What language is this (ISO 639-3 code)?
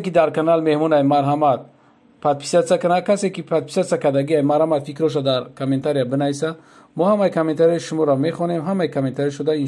tgk